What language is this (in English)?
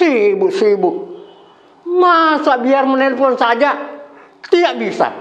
Makassar Malay